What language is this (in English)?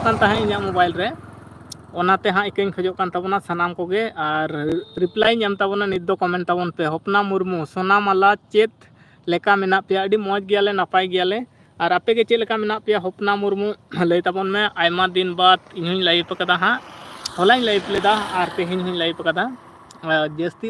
Santali